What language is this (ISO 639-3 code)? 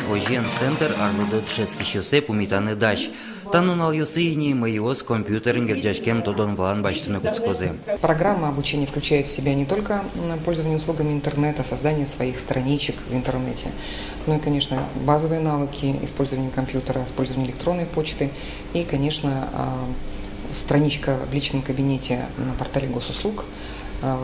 udm